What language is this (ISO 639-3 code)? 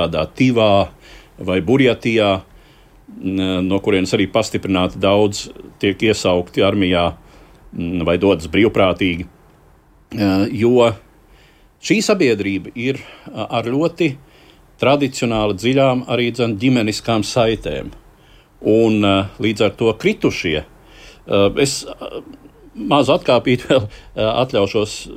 lav